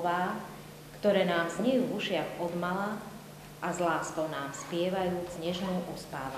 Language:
Slovak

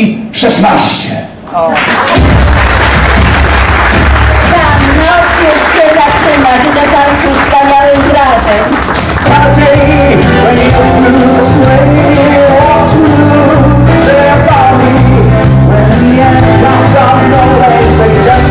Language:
Polish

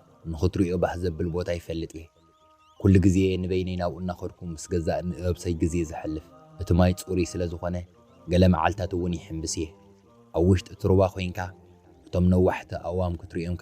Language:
Tigrinya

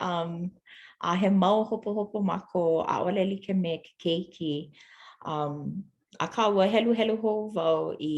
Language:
Hawaiian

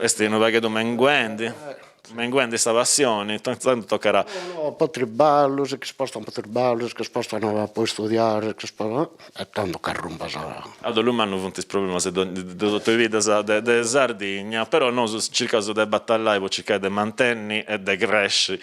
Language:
Sardinian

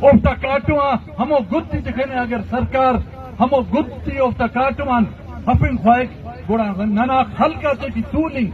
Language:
Eastern Balochi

